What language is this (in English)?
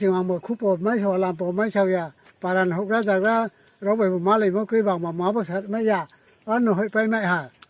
Riang (India)